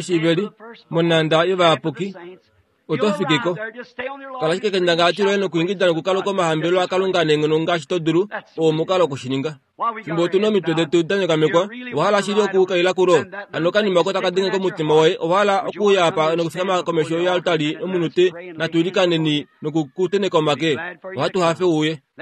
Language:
Kuanyama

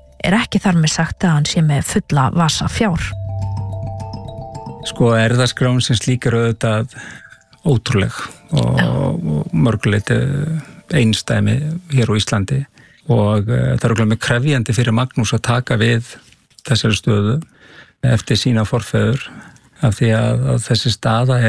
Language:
Icelandic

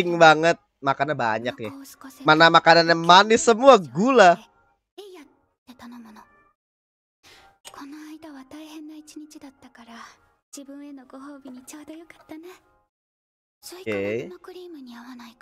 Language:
Indonesian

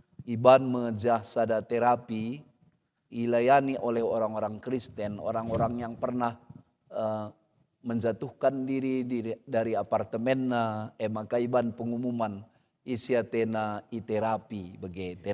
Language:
Batak Karo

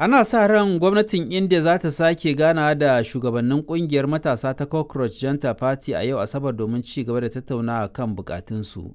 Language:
Hausa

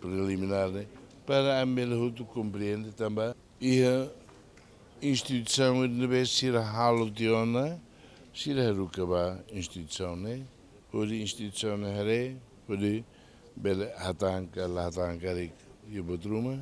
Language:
Tetum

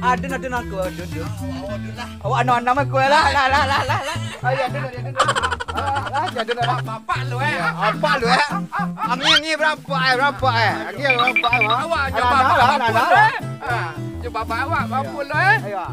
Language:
Minangkabau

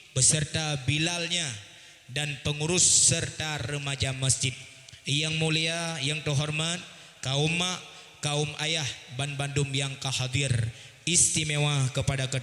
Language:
Achinese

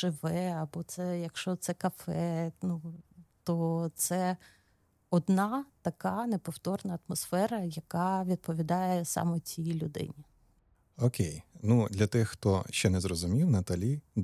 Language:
Ukrainian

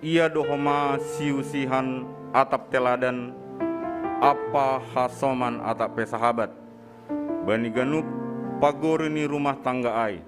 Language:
Batak Simalungun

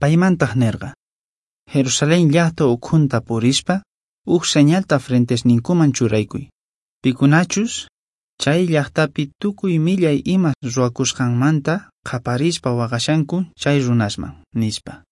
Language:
Quechua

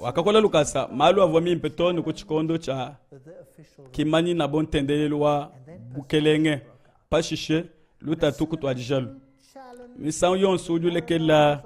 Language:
Luba-Lulua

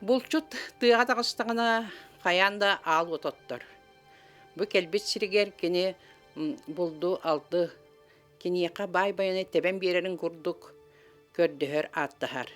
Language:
Yakut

